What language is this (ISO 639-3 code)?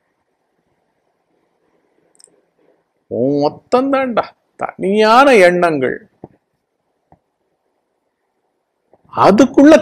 tam